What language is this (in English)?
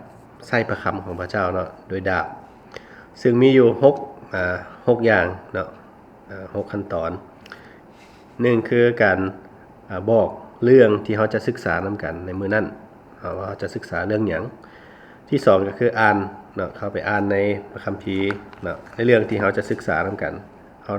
Lao